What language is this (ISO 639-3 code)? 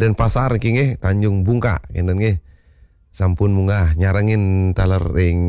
ban